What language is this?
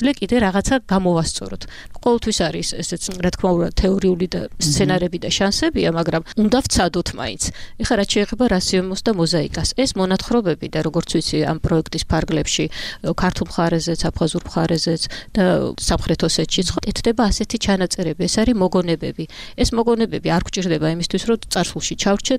Georgian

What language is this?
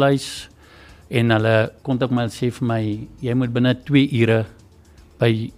Afrikaans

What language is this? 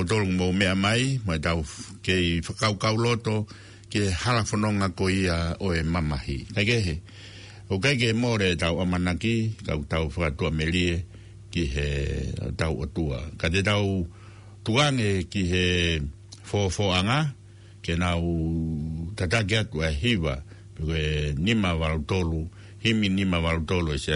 Tongan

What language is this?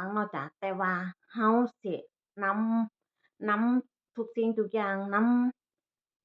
Northeastern Thai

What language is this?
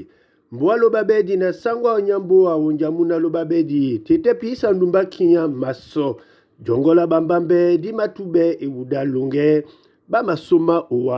Duala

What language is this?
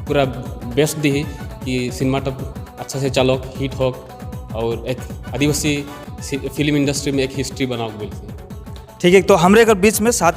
Sadri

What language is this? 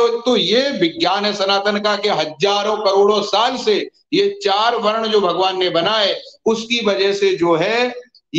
Hindi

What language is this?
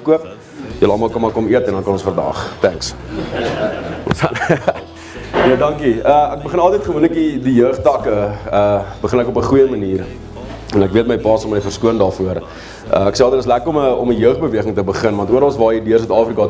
Afrikaans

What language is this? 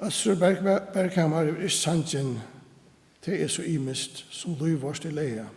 Faroese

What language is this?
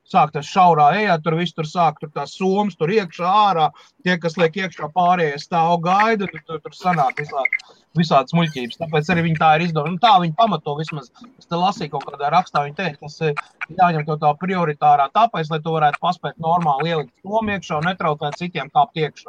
Latvian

